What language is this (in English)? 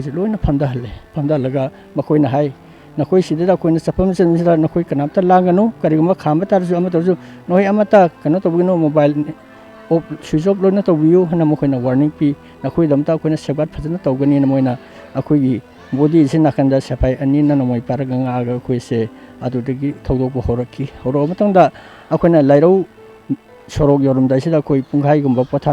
Manipuri